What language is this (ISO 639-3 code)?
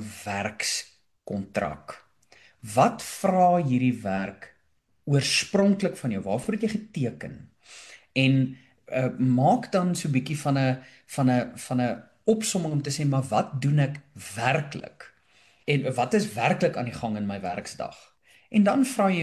afr